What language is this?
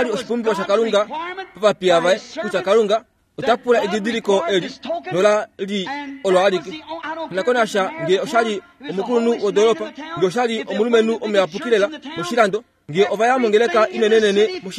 Kuanyama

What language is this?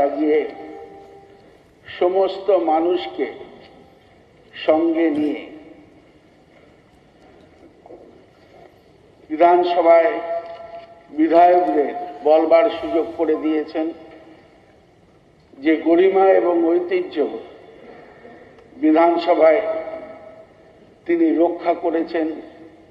Bangla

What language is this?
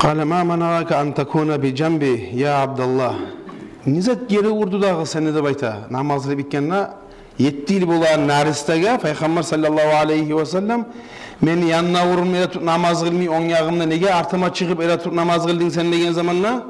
Kumyk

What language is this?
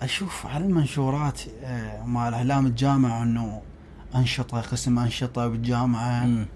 Mesopotamian Arabic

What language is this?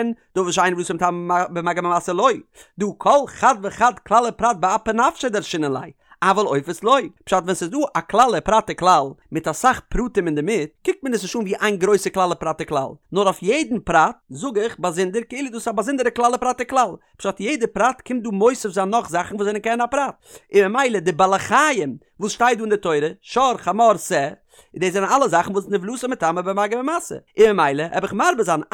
Yiddish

